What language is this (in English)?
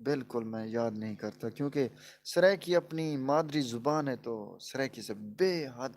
Saraiki